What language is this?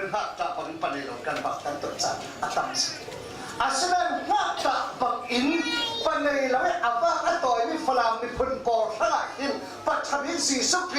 Falam Chin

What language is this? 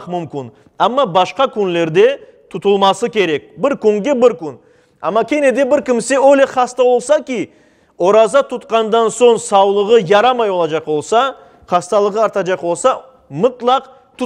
Crimean Tatar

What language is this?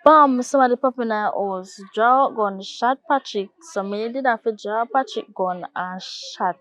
Jamaican Creole English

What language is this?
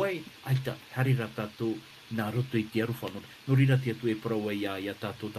Tahitian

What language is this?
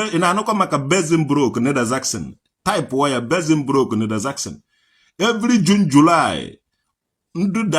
Igbo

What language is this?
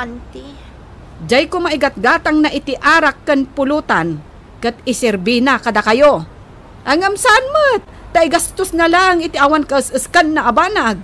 Iloko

